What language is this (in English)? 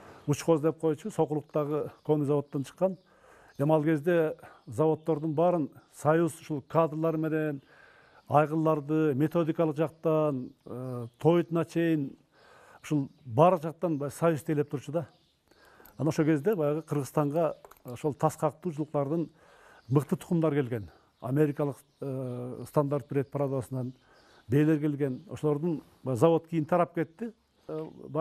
Kyrgyz